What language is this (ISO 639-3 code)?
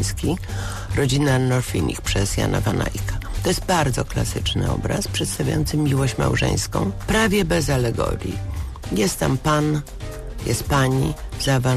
pol